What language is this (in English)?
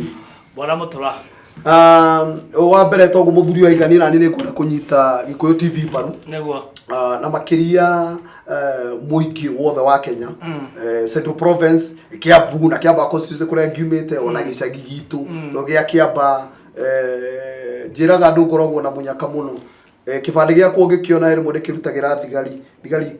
Kikuyu